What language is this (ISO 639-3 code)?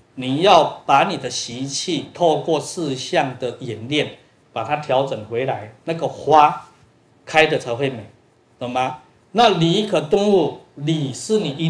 zho